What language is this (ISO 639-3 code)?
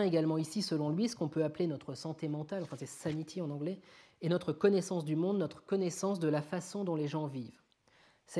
fra